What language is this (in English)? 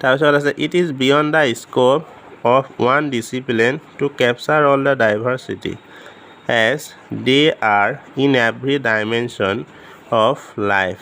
Assamese